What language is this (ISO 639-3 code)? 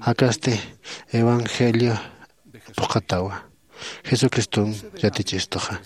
aym